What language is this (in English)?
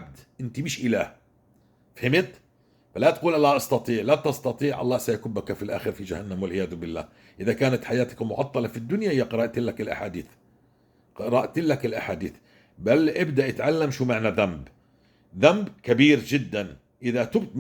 North Levantine Arabic